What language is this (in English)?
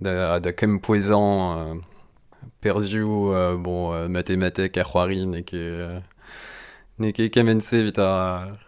Breton